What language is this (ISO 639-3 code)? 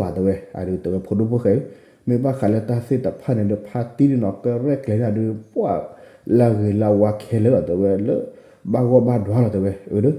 ksw